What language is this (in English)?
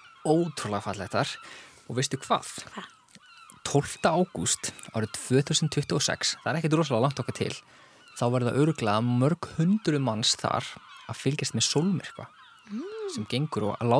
Icelandic